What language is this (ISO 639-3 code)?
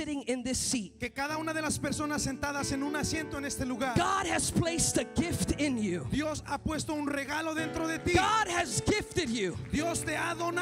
spa